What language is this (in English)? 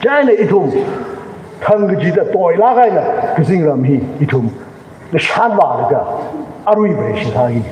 Tangkhul Naga (India)